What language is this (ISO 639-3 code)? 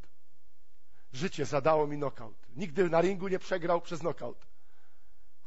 pol